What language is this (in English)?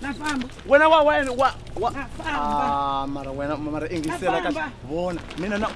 Tsonga